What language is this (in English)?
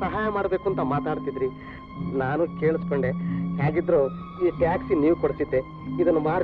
Kannada